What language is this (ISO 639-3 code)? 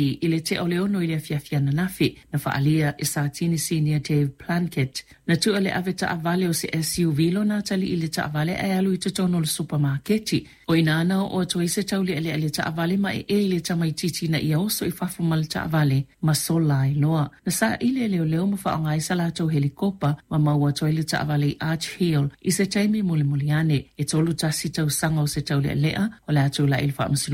smo